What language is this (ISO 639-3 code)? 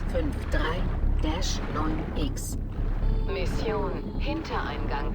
bar